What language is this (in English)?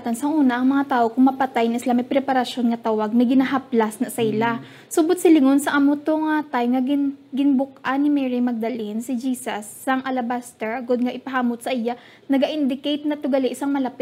Hiligaynon